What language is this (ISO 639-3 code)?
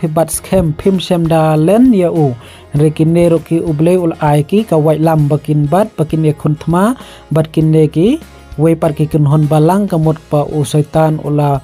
kha